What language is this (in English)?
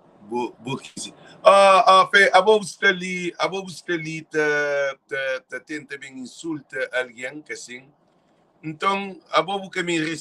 Kabuverdianu